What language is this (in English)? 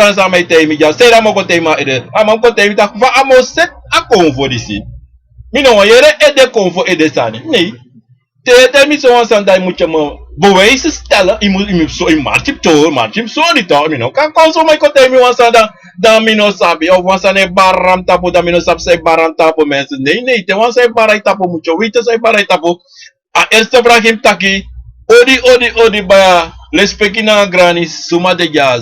Sranan Tongo